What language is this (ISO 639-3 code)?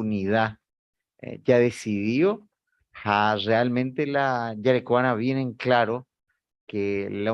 grn